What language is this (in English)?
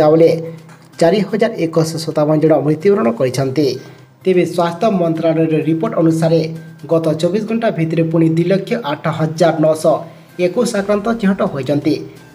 Odia